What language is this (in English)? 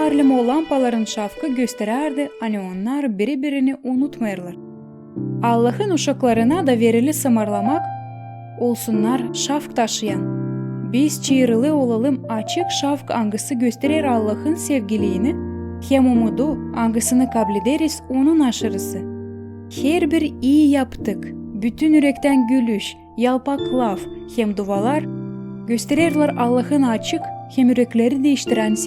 Gagauz